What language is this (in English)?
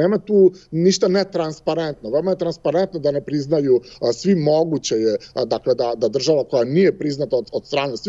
Serbian